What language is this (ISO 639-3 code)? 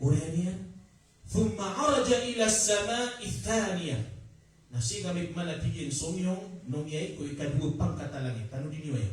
mrw